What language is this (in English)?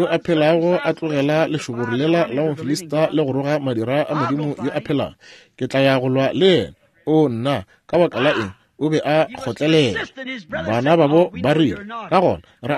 Northern Sotho